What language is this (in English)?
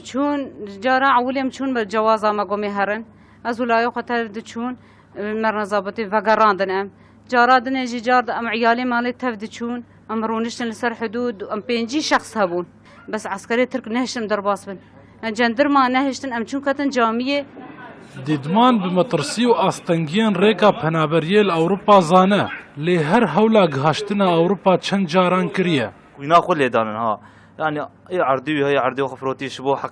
Kurdish